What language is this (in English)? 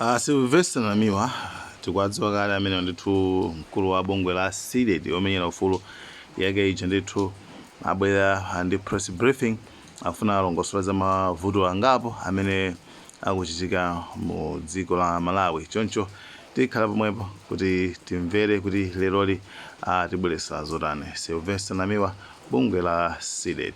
Nyanja